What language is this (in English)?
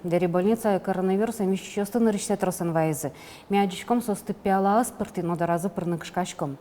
Udmurt